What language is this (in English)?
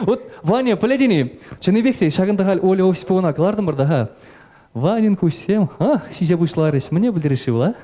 Chuvash